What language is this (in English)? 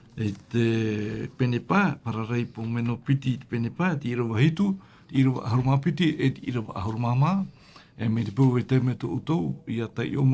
Tahitian